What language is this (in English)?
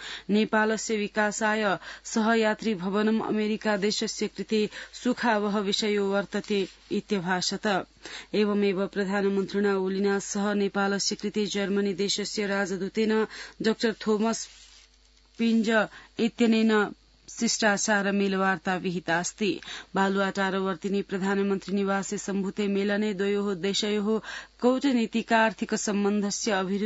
Sanskrit